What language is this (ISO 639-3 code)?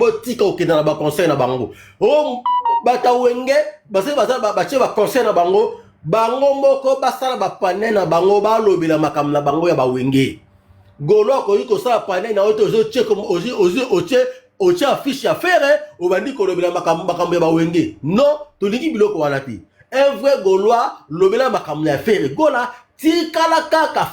lin